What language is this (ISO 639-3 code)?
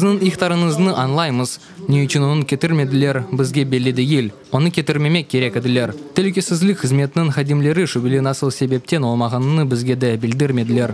crh